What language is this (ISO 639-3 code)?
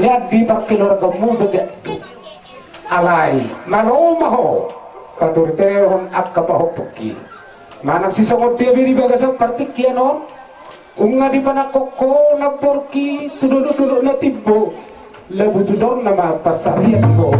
bbc